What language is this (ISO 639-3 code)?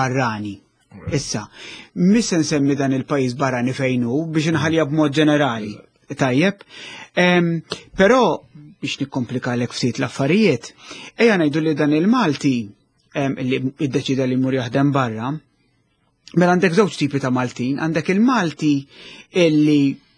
mlt